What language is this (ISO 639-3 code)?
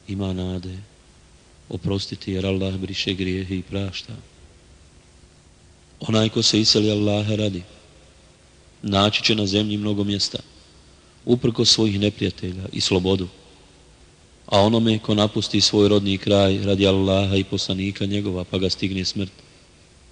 bos